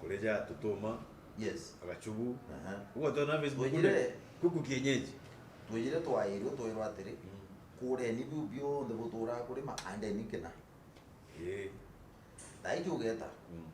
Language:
Meru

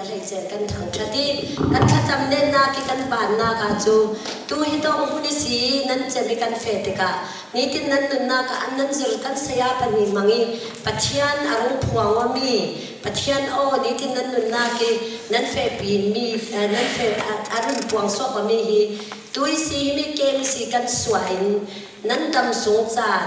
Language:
Falam Chin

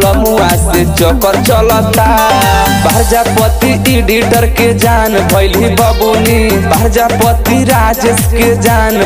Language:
Bhojpuri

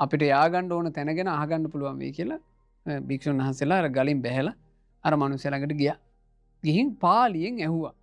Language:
Sinhala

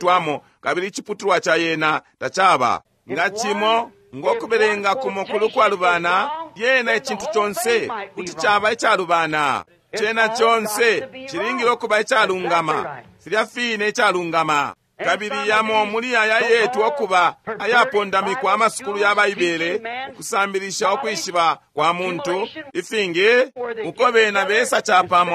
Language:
Bemba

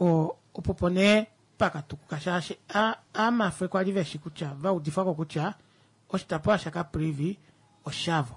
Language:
Kuanyama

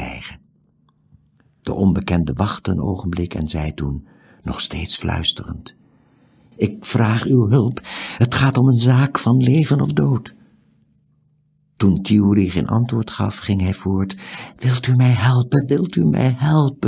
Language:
Dutch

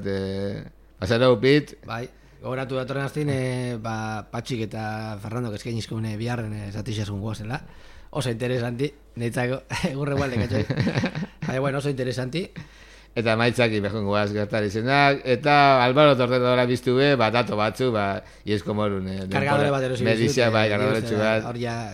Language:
Basque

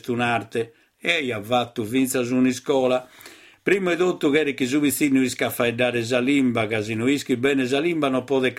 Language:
Sardinian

